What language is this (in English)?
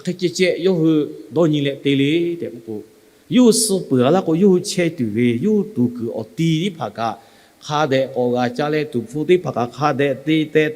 Lahu